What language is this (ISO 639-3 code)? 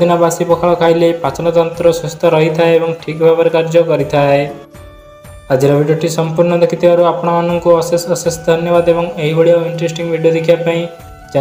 ori